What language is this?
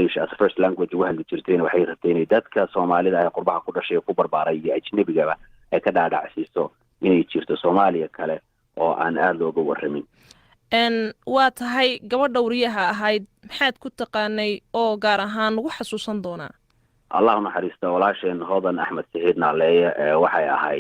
Somali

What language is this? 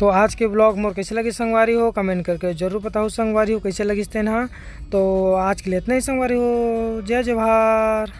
Chhattisgarhi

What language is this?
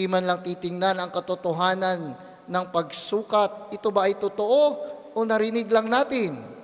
Filipino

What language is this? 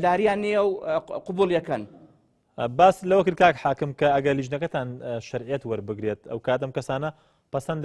Central Kurdish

